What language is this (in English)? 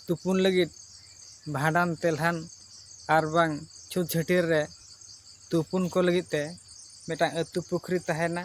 Santali